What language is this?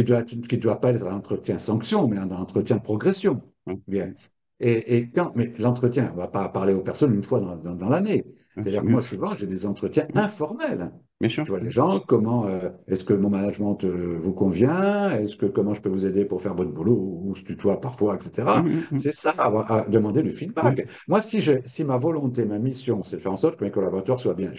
French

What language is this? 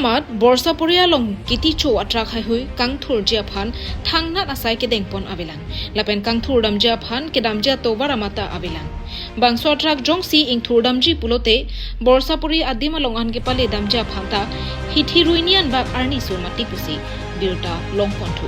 Karbi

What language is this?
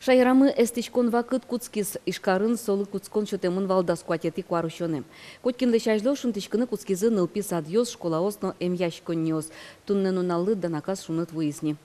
Udmurt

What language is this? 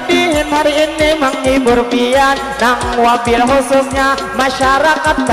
Banjar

